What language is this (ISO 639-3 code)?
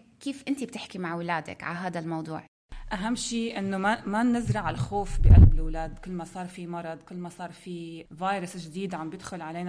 apc